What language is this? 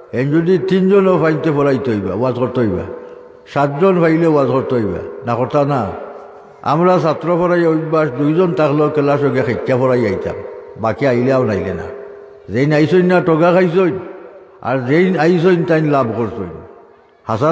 Sylheti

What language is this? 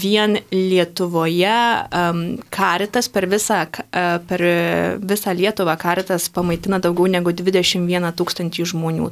Lithuanian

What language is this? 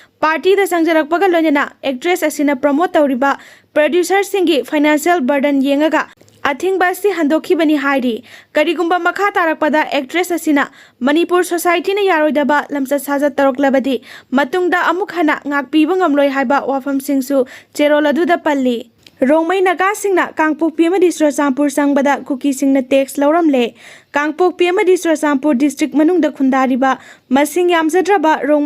Manipuri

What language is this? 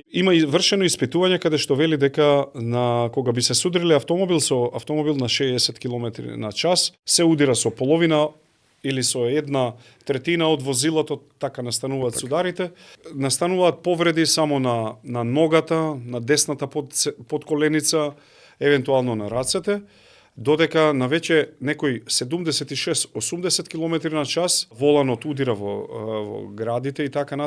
Macedonian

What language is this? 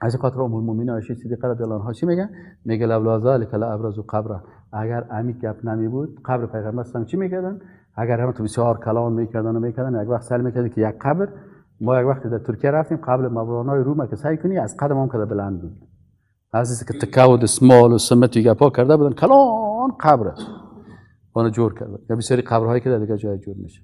Persian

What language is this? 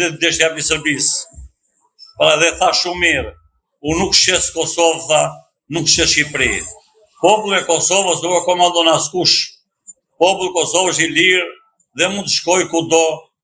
Albanian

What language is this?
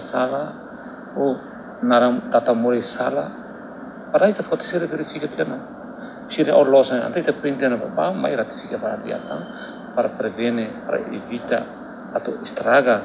Tetum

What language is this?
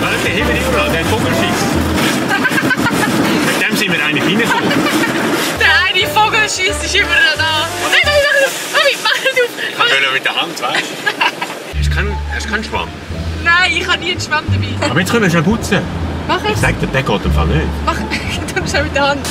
Swiss German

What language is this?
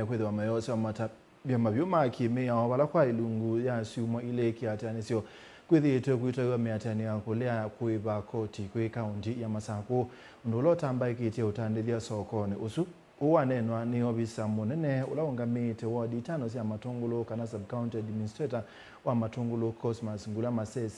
Kamba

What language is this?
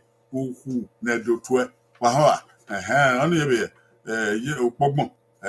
Bini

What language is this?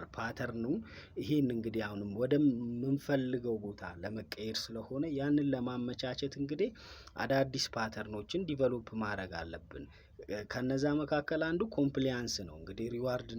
Amharic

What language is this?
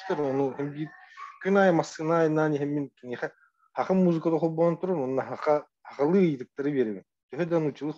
Yakut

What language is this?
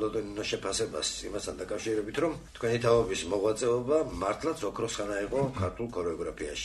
Georgian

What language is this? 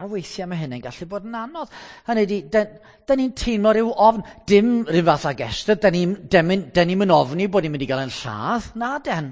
Welsh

